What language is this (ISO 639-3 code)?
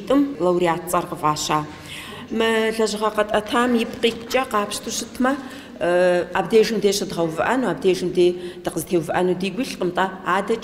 kbd